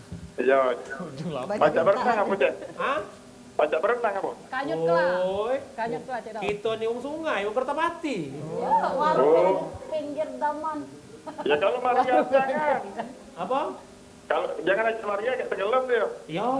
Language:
Musi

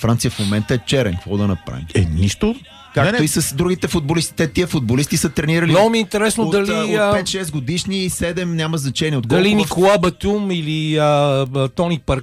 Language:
Bulgarian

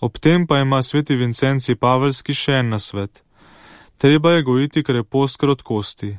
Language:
Slovenian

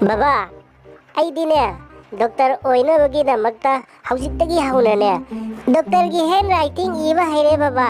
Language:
Manipuri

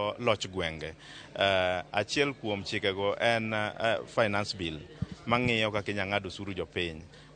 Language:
Luo (Kenya and Tanzania)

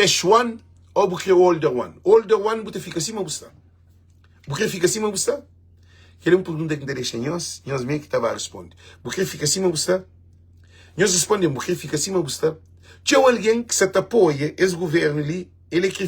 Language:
Kabuverdianu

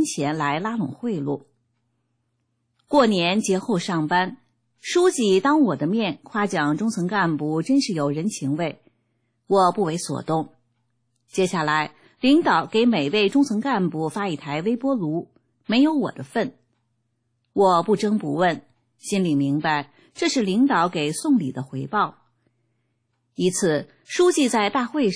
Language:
Chinese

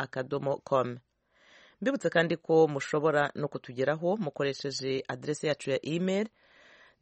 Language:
Kinyarwanda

